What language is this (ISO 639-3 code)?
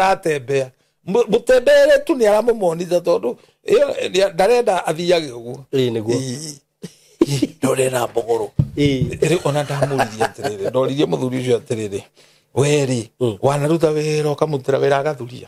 kik